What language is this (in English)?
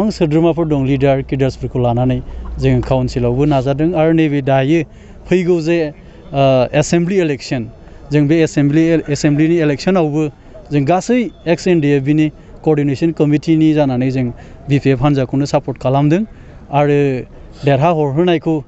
Bodo